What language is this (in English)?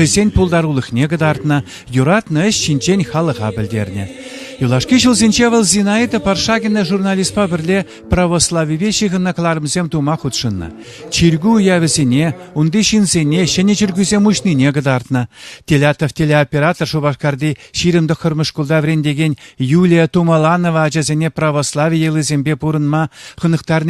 Chuvash